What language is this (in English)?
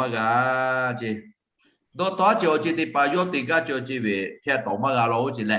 Lahu